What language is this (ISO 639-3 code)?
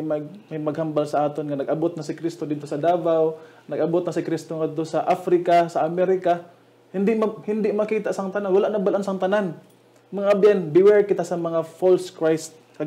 hil